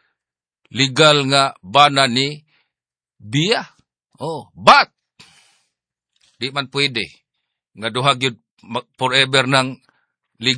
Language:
Cebuano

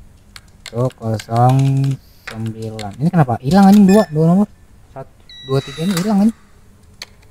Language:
Indonesian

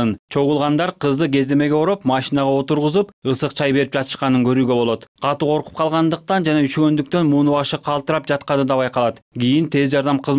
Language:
Kyrgyz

